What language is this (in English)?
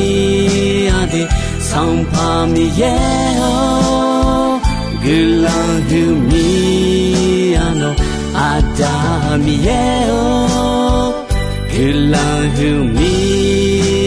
Akha